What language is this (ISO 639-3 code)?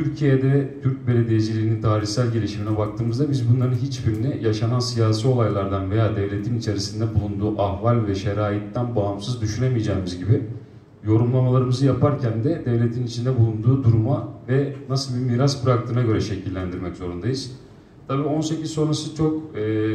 tur